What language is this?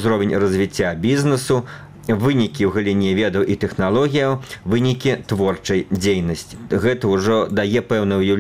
Belarusian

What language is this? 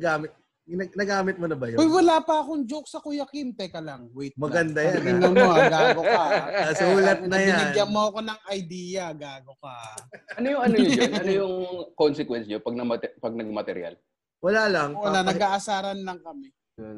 Filipino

